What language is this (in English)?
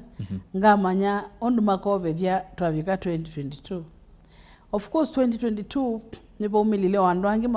Kamba